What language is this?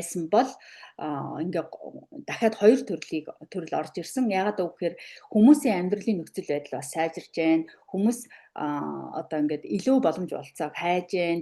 Mongolian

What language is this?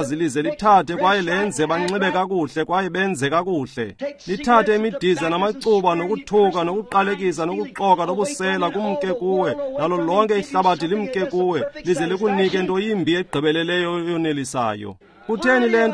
Xhosa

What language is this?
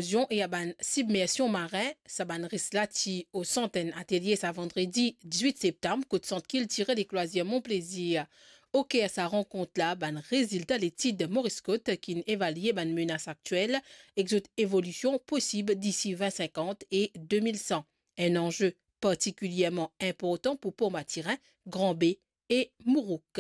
Morisyen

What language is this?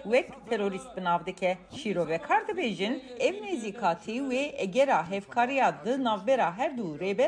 Kurdish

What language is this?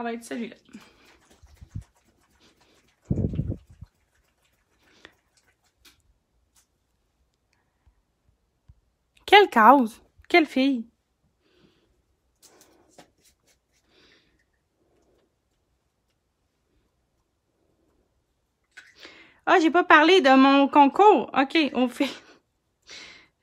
French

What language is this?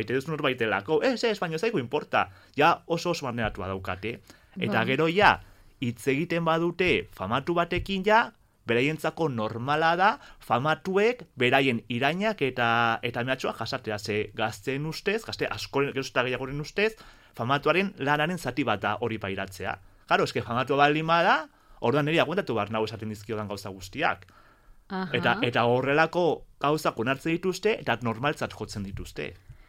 Basque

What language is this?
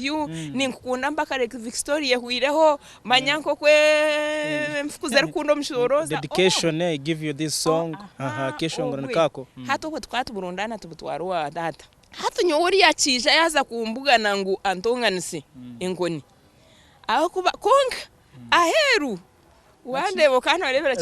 Nyankole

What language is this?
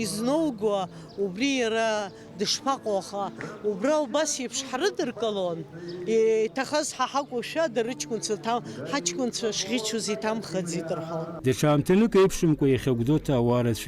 Abkhazian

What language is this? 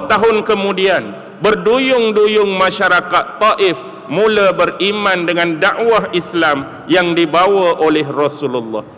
Malay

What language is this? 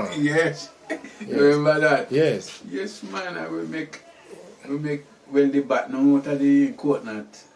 Jamaican Creole English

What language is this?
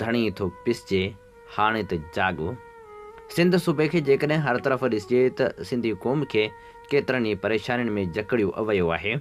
Sindhi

